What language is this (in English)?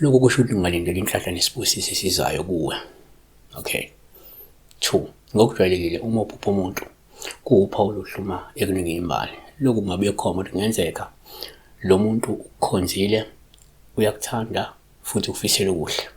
Zulu